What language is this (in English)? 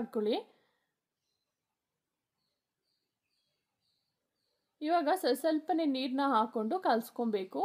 Kannada